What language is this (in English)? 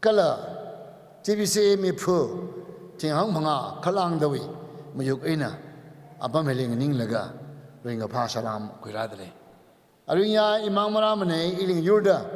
Tangkhul Naga (India)